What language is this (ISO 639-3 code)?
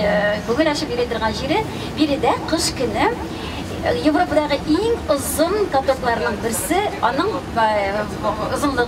tat